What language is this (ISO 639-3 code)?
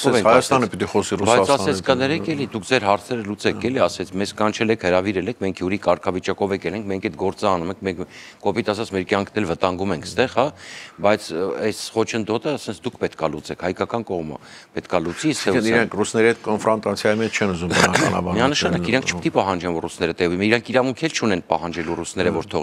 hye